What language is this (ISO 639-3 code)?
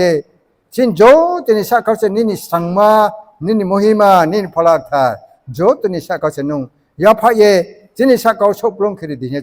ria